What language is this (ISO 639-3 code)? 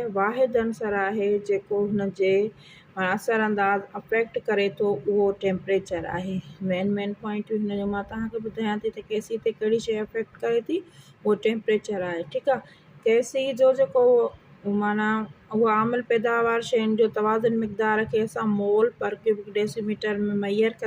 snd